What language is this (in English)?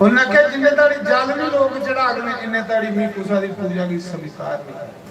Dogri